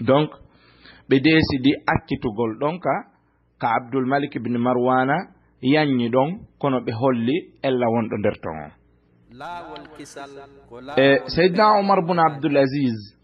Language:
Fula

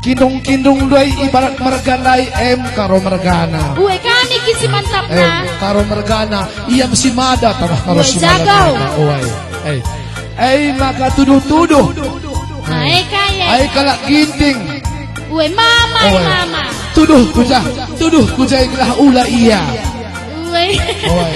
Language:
Batak Karo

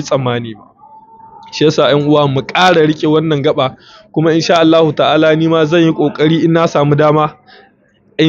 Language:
Hausa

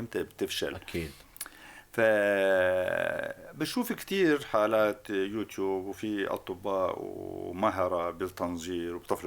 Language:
North Levantine Arabic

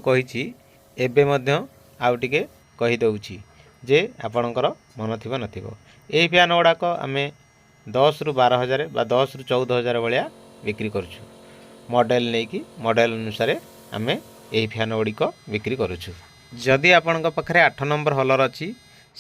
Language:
Odia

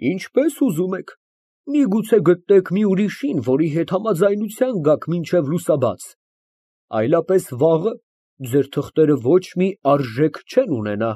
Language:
Armenian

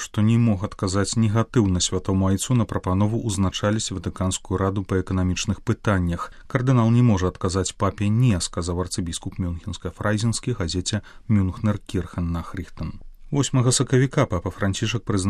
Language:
Belarusian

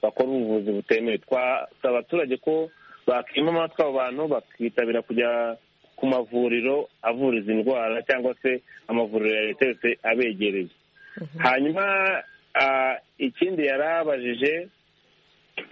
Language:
Kinyarwanda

